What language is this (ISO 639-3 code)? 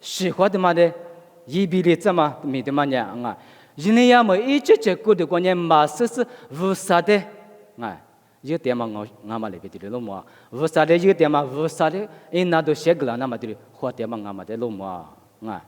lis